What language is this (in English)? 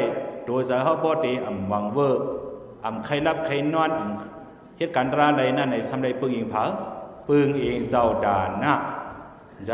Shan